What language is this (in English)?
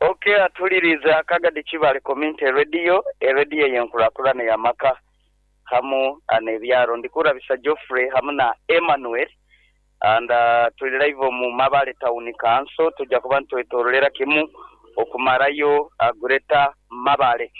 Nyoro